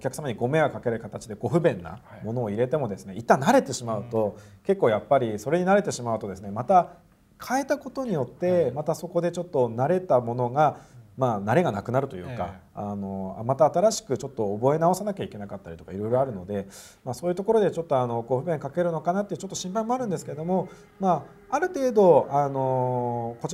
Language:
Japanese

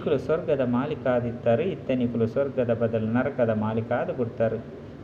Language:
Tulu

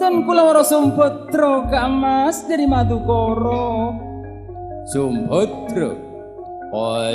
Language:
Madurese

